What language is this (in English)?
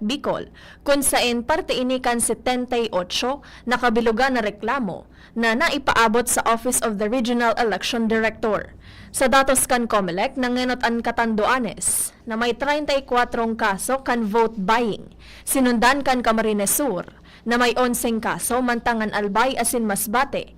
Bikol